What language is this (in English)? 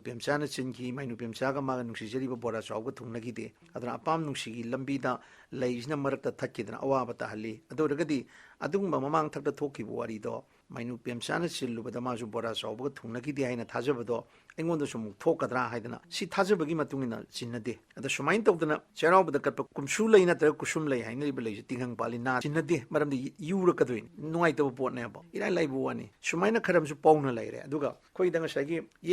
Manipuri